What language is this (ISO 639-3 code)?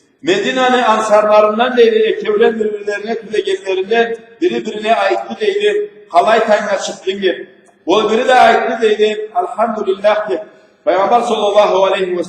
krc